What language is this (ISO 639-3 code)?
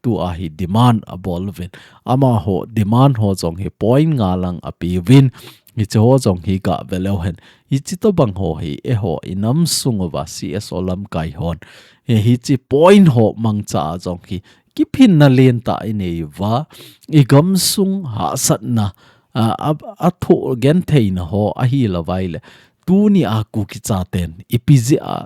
tcz